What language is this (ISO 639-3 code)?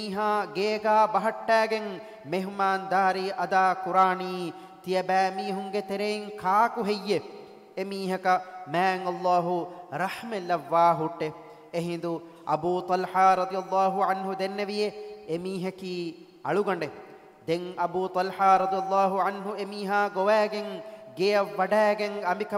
div